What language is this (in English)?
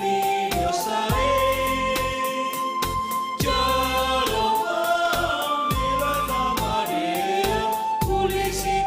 Batak Simalungun